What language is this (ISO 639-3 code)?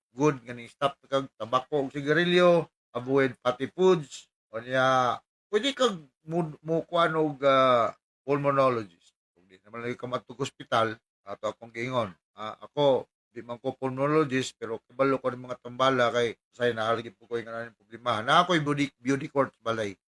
ceb